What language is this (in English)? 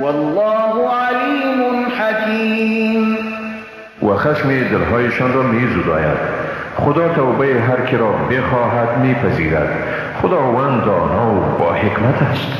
Persian